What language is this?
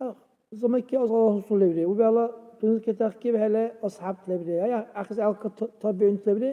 Dargwa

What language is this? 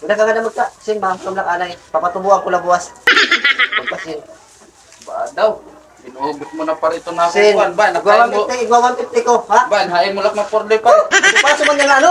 Waray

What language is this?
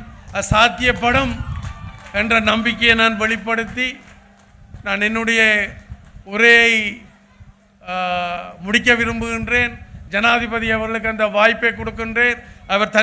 Tamil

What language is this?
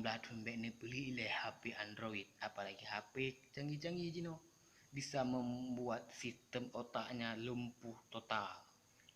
Achinese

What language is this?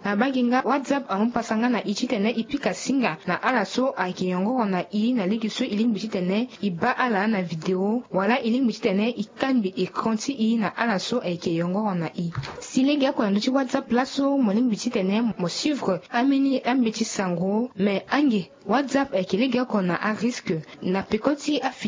Sango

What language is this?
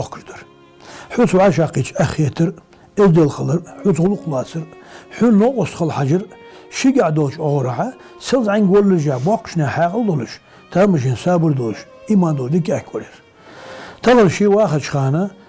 Ingush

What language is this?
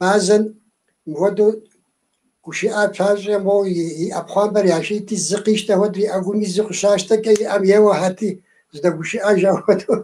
Kabardian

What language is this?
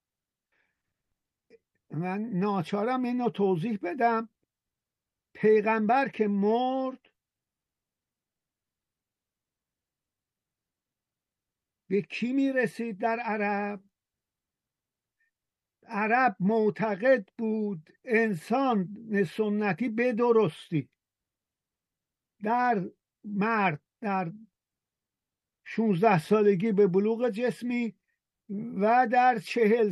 Persian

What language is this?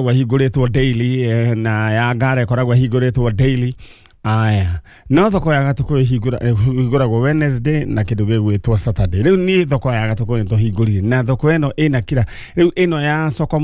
Kikuyu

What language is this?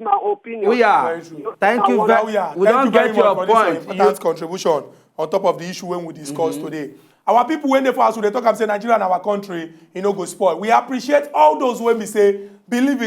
Nigerian Pidgin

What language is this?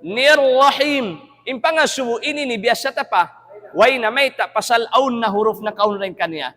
Tausug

